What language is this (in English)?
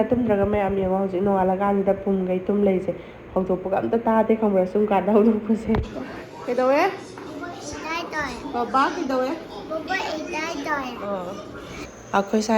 Manipuri